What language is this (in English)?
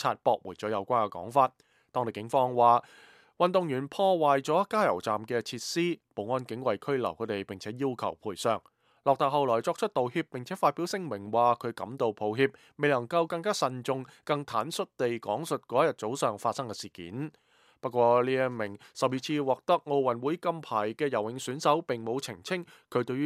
Cantonese